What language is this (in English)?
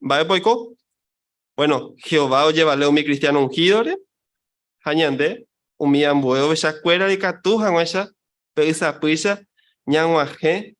Guarani